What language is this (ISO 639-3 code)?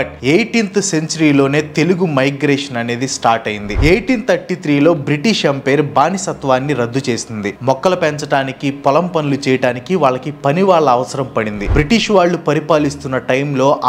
tel